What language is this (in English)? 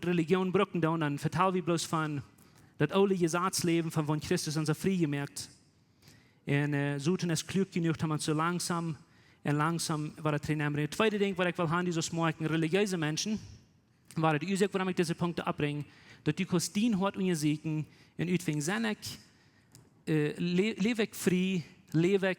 Plautdietsch